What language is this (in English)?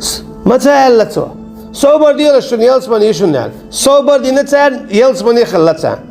Chechen